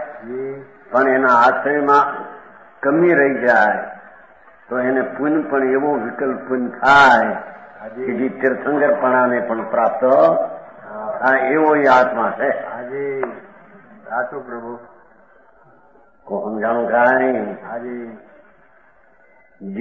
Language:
Gujarati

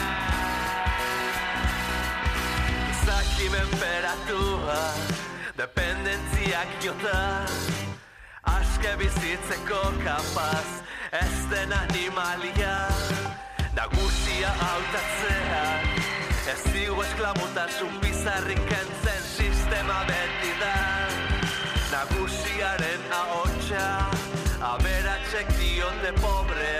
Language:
Basque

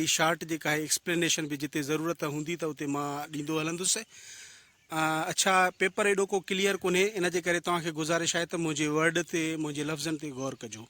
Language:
Sindhi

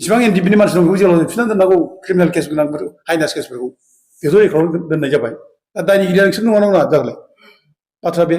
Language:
Bodo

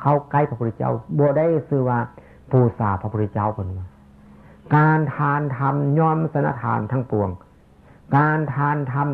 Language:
Northeastern Thai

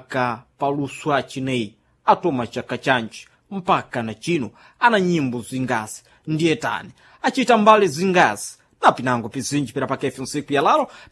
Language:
Sena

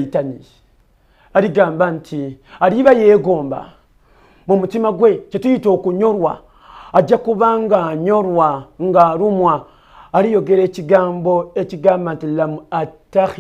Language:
Ganda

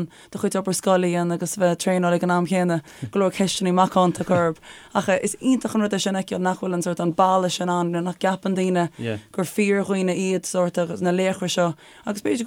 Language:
Irish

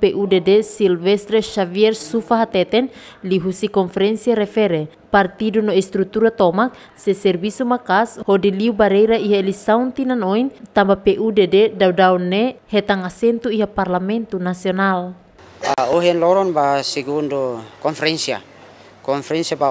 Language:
Tetum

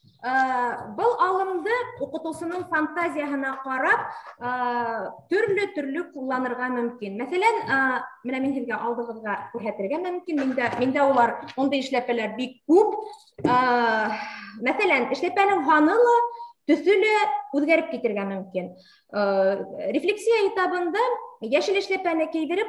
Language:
Bashkir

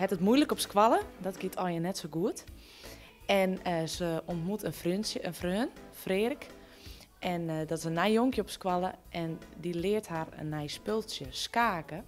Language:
Western Frisian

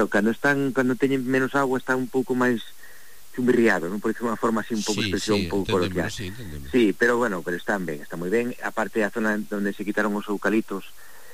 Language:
Galician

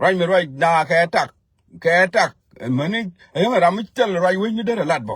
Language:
Nuer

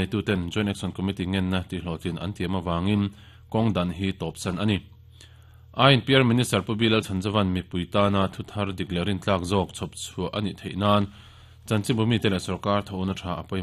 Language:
Mizo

